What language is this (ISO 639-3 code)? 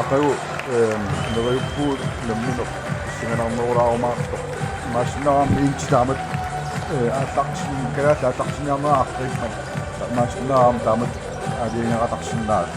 kal